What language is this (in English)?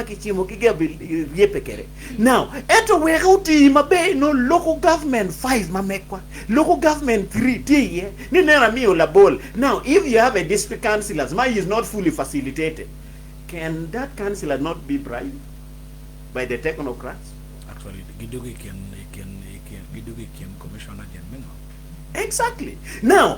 Acoli